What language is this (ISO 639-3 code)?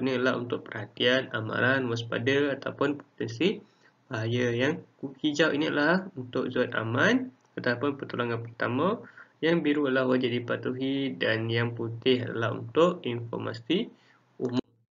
msa